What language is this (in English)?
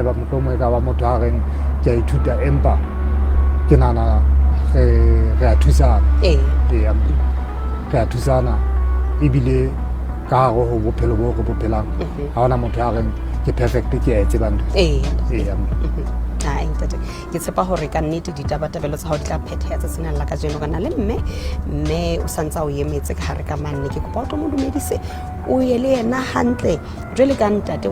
Southern Sotho